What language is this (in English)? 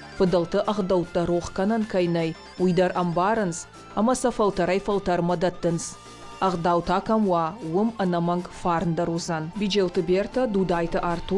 Ossetic